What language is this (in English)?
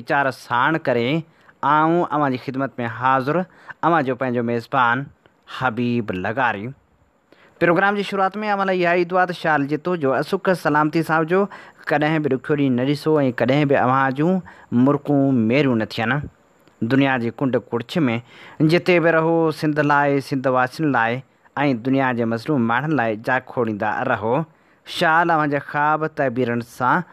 Sindhi